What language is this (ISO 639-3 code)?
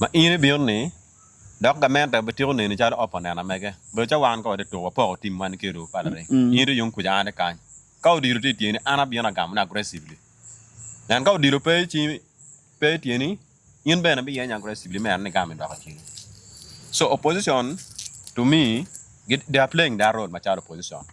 ach